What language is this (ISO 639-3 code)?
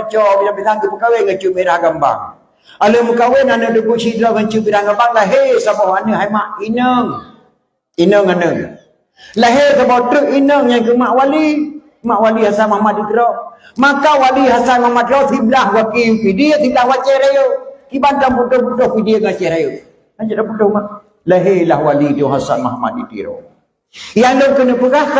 ace